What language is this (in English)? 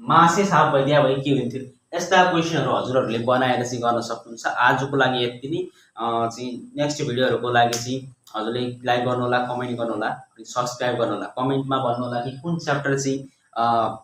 Nepali